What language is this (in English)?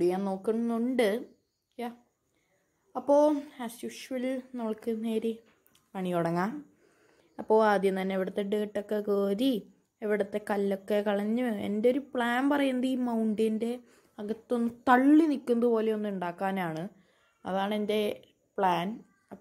Malayalam